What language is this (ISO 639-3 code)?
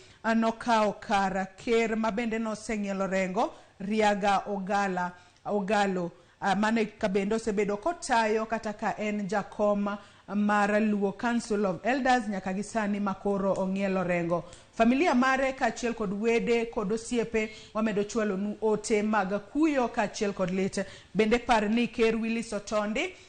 luo